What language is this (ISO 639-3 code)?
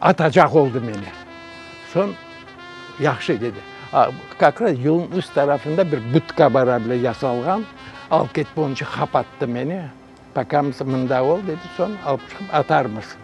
crh